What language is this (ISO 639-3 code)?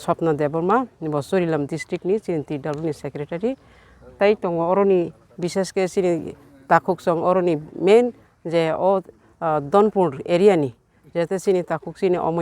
trp